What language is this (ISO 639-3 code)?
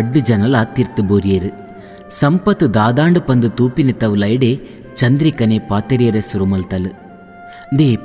tcy